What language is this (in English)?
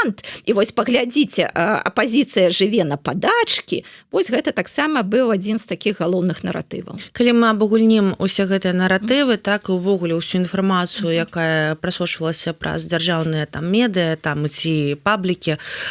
Belarusian